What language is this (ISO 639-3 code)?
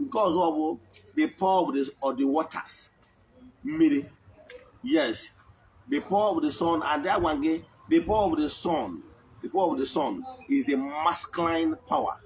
ibo